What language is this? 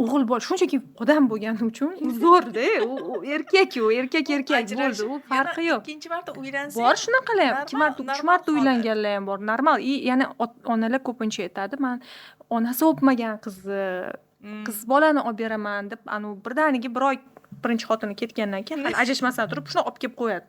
Uzbek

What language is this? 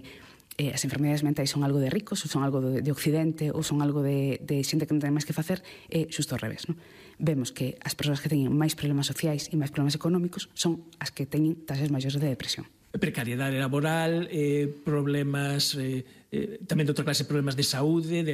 Galician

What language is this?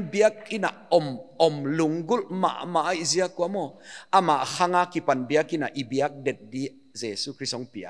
Paite Chin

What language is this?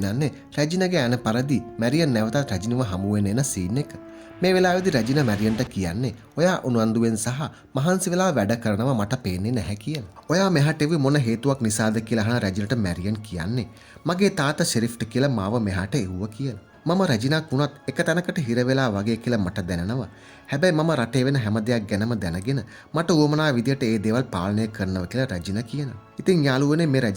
Sinhala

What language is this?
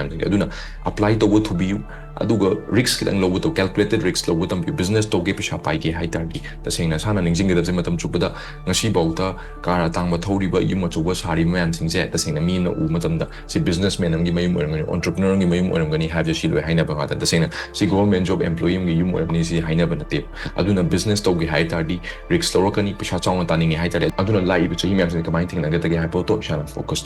Manipuri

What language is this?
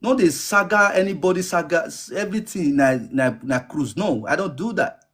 Nigerian Pidgin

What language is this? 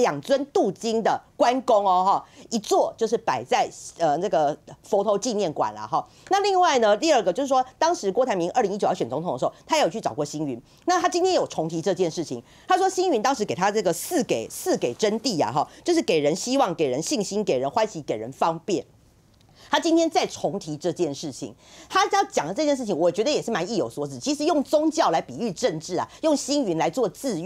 Chinese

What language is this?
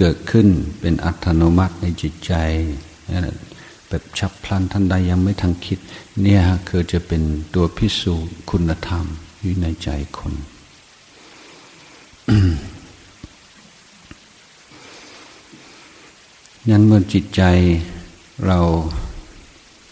Thai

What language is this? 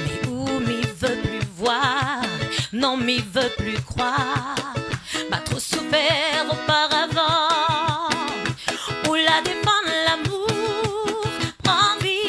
Réunion Creole French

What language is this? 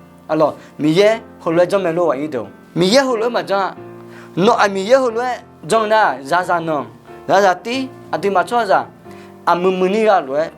Akha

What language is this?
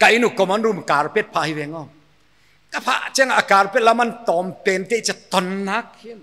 Paite Chin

